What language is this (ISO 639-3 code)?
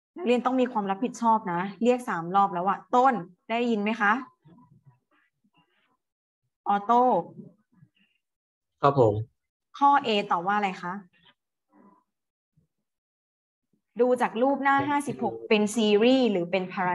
tha